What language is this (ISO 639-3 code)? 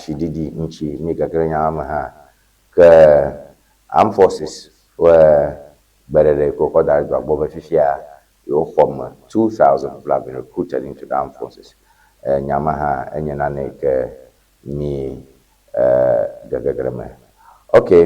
ewe